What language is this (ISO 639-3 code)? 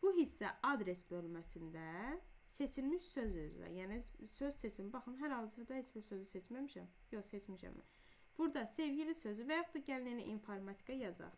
aze